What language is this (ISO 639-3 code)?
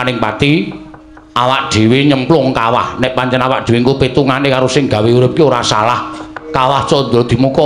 jav